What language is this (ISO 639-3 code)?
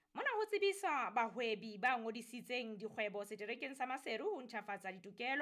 sot